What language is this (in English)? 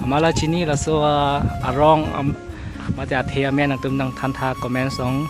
Karbi